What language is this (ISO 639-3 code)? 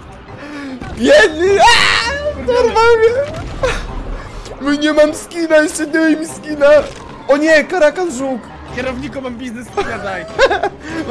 pol